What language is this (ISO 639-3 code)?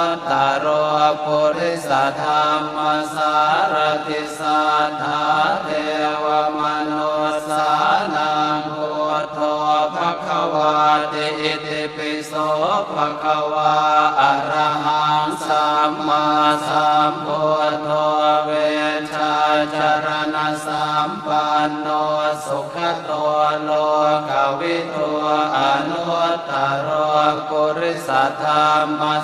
pli